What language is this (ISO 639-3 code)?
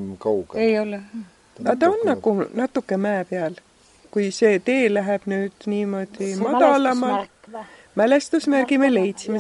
est